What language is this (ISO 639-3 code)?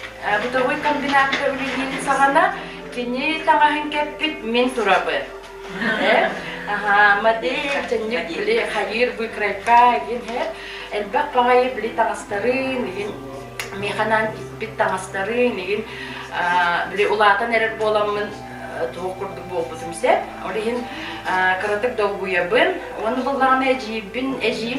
sah